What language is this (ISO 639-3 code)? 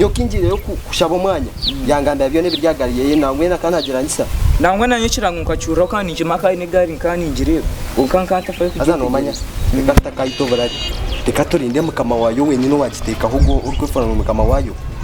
nyn